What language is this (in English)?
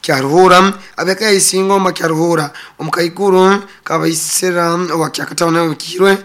Nyoro